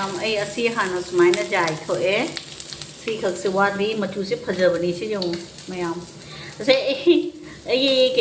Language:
Manipuri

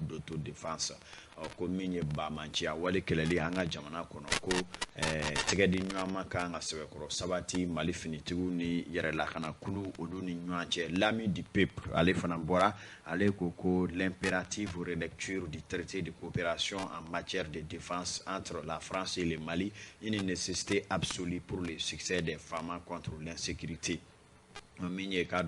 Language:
Bambara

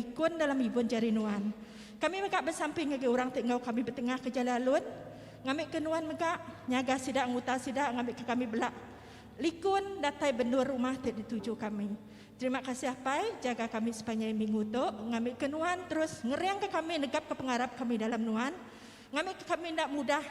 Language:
Iban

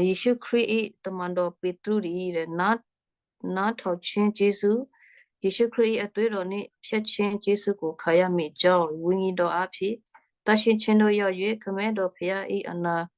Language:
Western Kayah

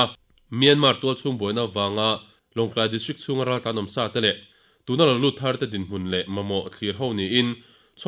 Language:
Mizo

